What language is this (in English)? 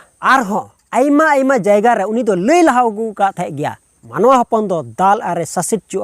Santali